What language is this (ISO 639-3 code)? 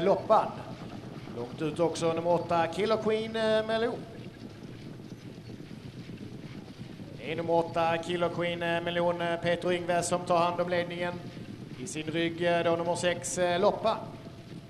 swe